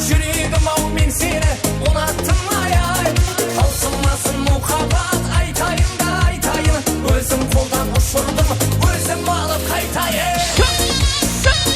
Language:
Kara-Kalpak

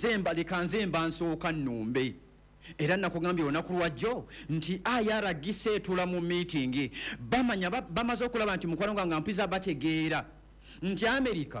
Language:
Ganda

